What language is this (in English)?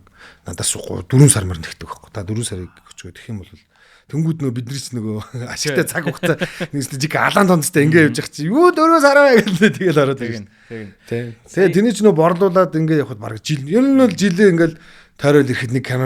Mongolian